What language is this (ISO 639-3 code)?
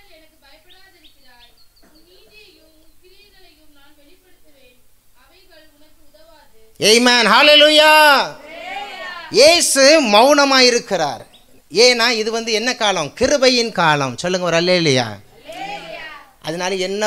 tam